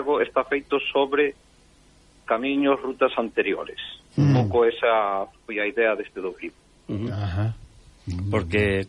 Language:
Galician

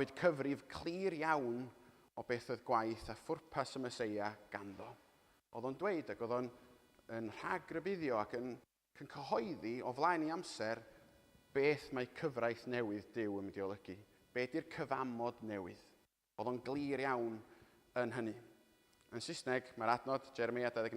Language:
Welsh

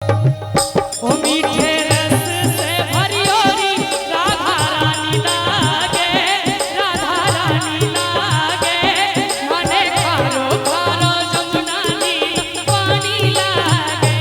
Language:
Maithili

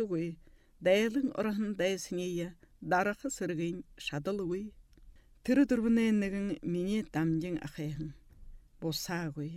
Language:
Buriat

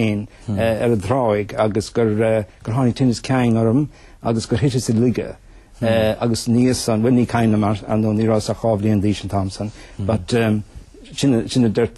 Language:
Irish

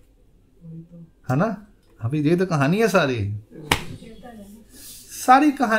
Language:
Hindi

